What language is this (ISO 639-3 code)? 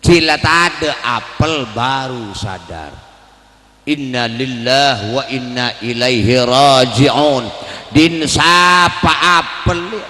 mad